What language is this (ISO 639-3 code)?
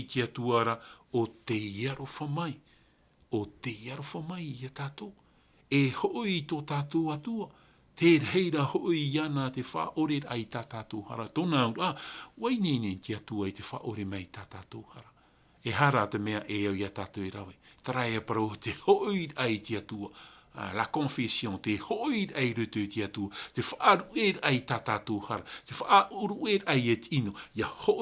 tah